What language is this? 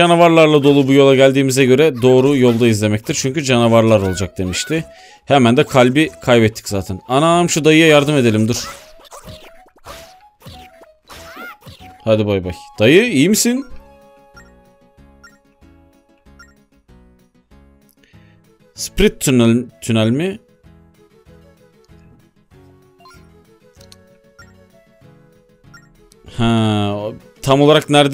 Turkish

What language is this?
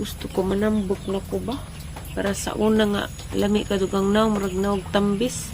Cebuano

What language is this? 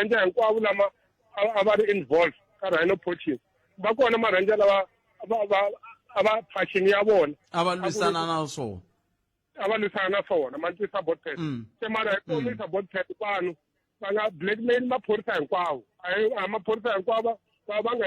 Tsonga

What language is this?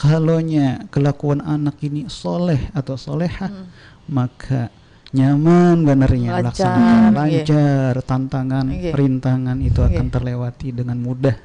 Banjar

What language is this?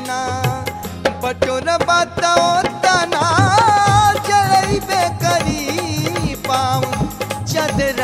Bhojpuri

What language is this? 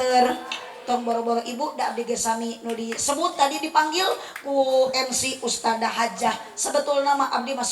Sundanese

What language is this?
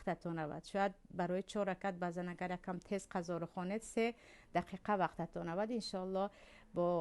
Tajik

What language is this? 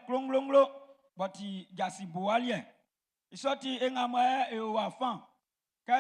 Baoulé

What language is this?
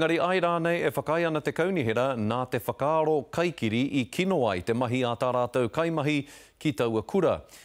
Māori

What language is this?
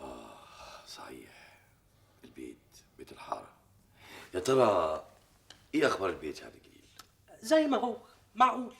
Egyptian Arabic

